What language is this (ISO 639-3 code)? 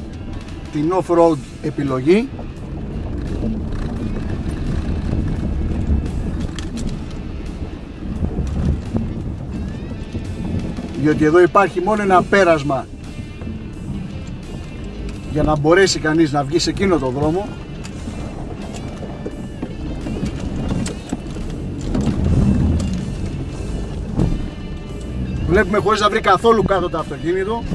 ell